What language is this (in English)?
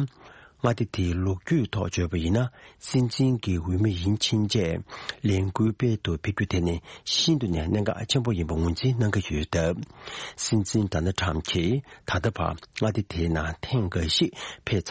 Tibetan